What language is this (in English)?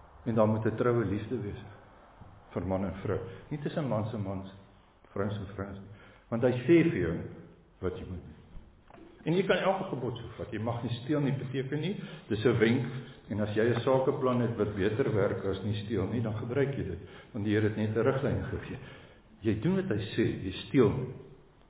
Afrikaans